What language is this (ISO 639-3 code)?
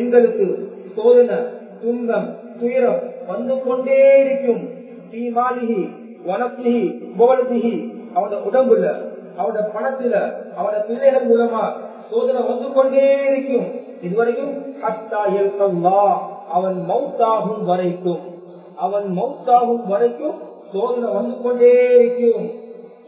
tam